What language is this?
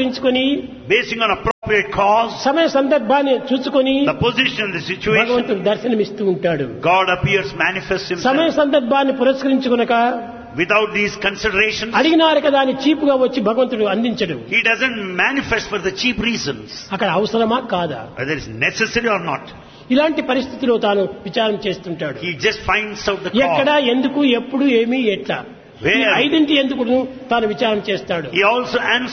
Telugu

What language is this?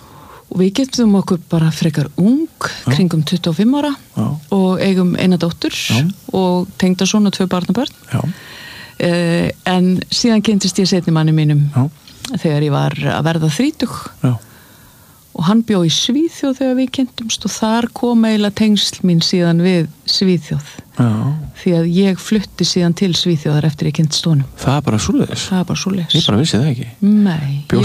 Icelandic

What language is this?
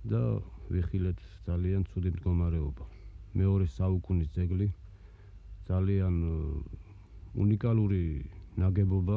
Georgian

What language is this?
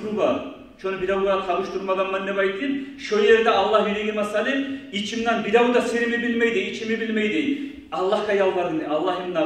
Kumyk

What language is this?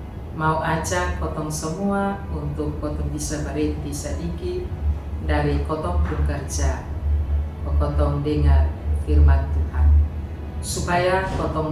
Kupang Malay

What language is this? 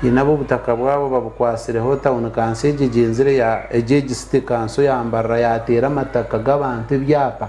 Nyankole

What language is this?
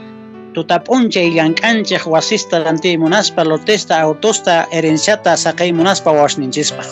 Quechua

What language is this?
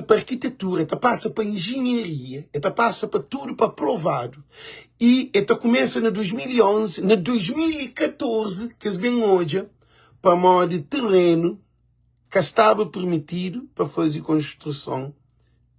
Kabuverdianu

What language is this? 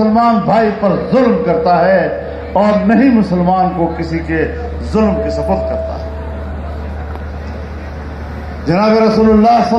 Urdu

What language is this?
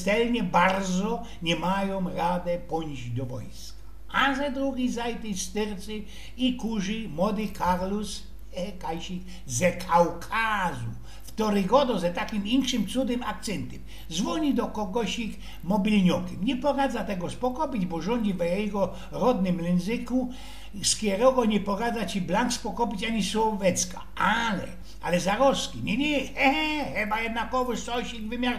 Silesian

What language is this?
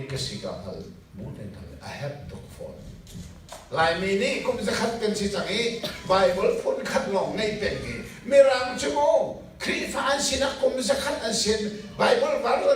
Hakha Chin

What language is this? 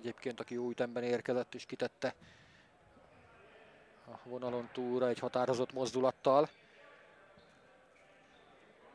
Hungarian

